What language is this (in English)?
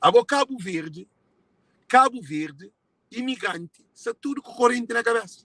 Kabuverdianu